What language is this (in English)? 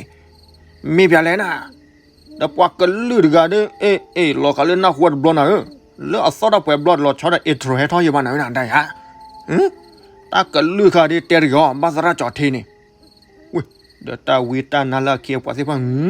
S'gaw Karen